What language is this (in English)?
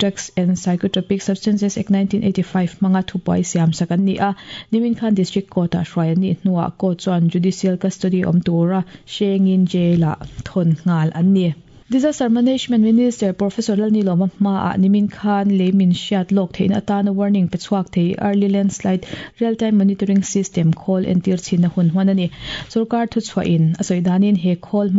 Mizo